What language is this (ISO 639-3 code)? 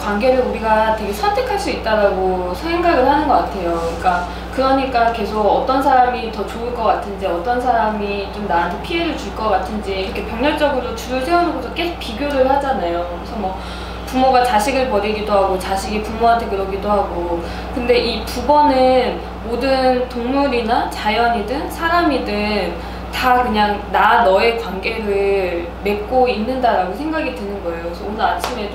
kor